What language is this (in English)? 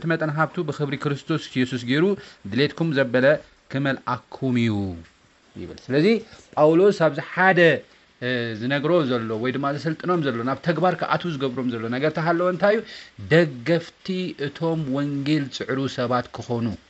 Tigrinya